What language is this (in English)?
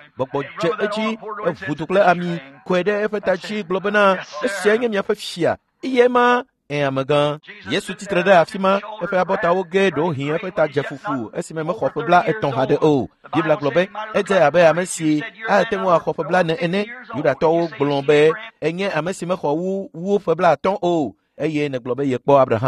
Ewe